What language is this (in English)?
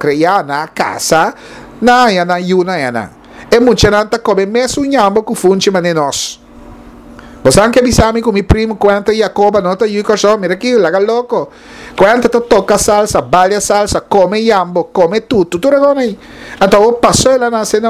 Papiamento